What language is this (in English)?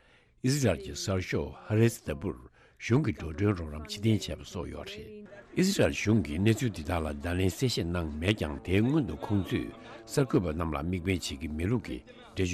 Tibetan